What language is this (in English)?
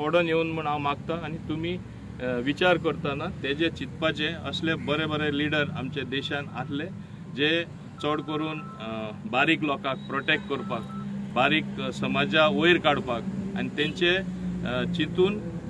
Konkani